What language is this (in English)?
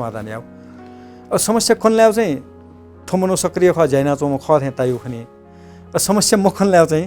Newari